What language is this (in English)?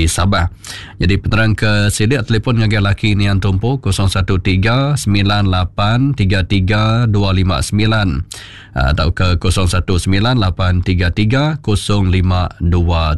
Iban